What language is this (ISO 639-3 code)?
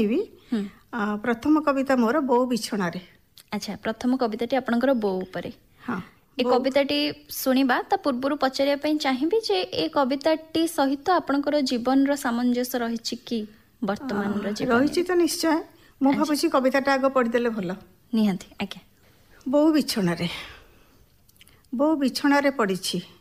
ori